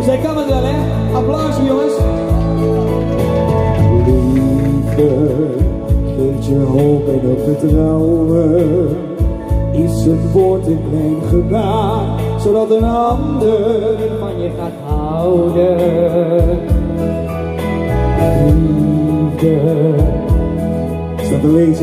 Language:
Dutch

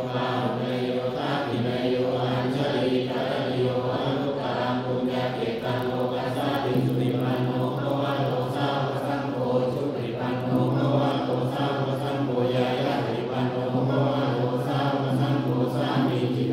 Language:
Pali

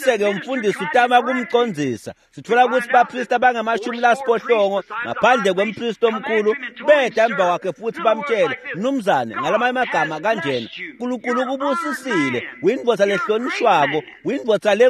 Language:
Swati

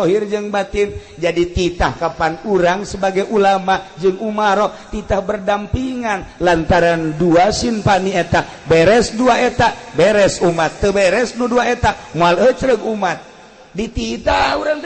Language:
Sundanese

